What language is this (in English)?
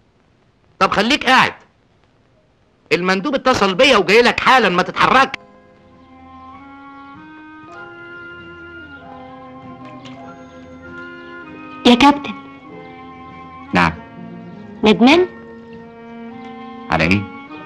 Egyptian Arabic